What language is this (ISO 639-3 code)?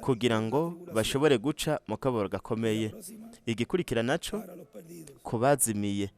run